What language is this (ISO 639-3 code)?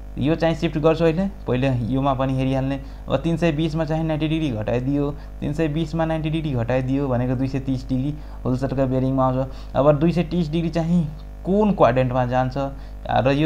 nep